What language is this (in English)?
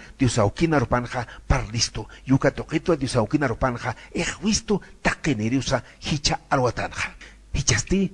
Aymara